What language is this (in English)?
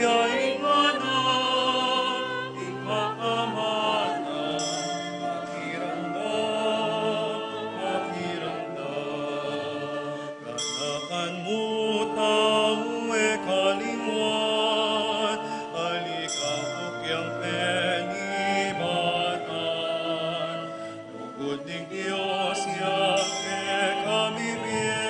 Pampanga